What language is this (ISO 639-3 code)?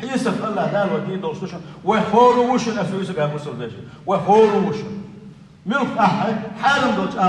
che